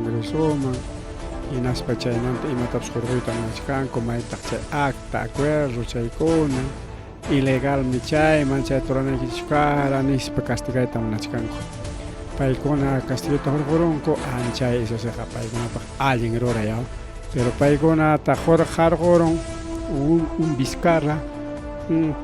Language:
Ayacucho Quechua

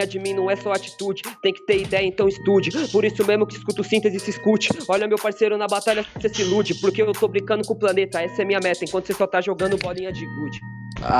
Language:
Portuguese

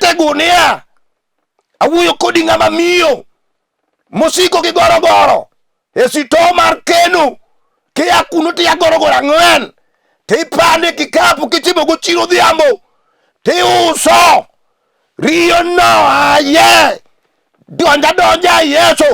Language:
Luo (Kenya and Tanzania)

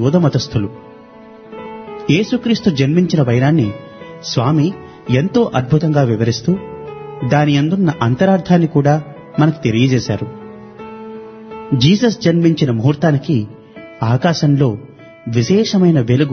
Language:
Telugu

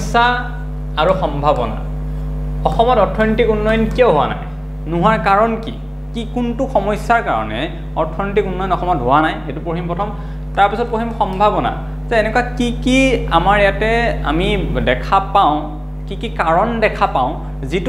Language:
Assamese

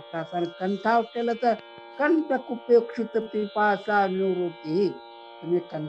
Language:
Marathi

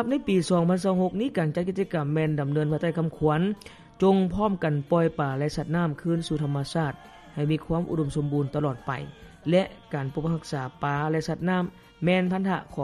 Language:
Lao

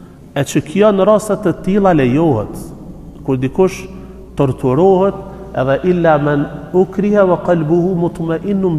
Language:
Albanian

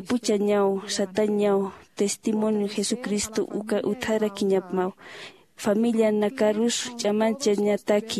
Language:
Aymara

